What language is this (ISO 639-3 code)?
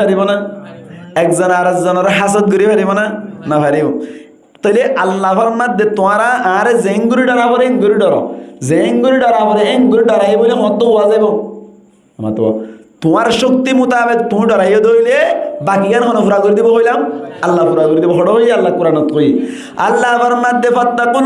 rhg